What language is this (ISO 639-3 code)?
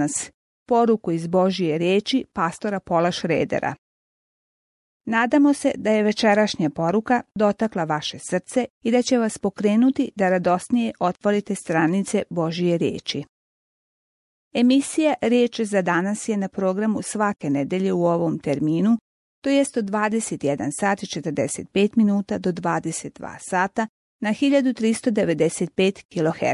bos